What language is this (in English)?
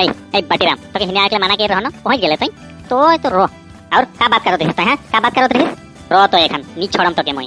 Sadri